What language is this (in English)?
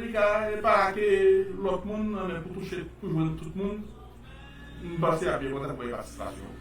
Haitian Creole